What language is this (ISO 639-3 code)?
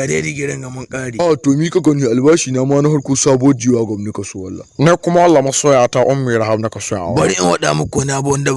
hau